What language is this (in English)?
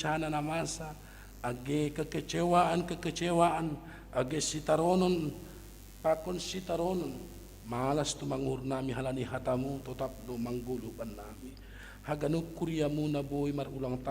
Batak Simalungun